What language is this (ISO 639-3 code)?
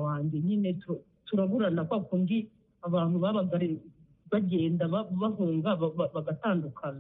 kin